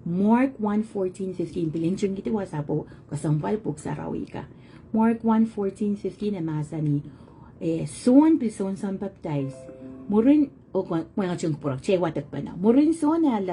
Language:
Pohnpeian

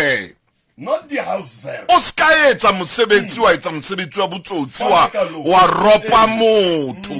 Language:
Southern Sotho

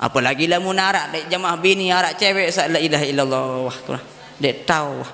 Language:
Sasak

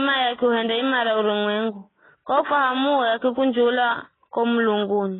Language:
Giryama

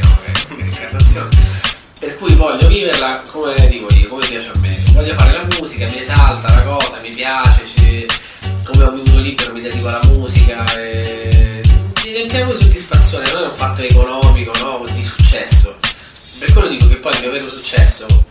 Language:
Italian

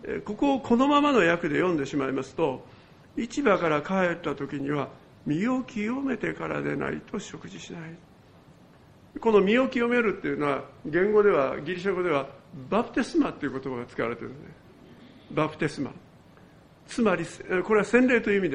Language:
Japanese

